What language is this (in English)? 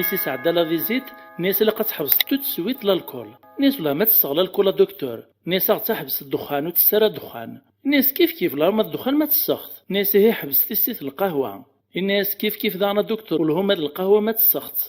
Kabyle